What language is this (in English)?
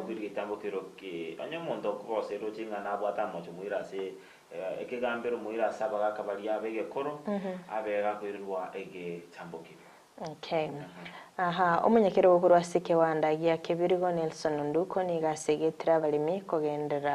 Gusii